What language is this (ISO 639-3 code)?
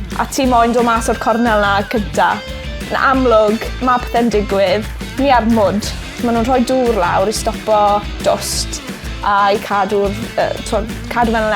cym